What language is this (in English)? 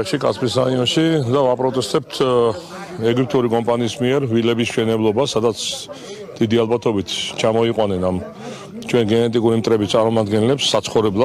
Georgian